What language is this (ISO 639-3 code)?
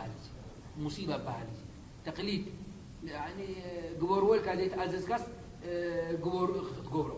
tir